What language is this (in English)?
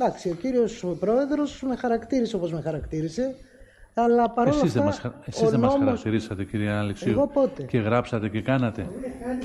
Greek